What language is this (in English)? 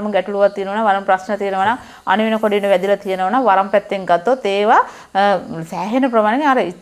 Sinhala